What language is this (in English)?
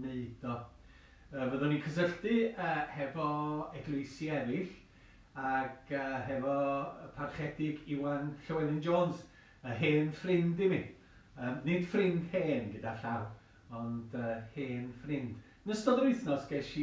Welsh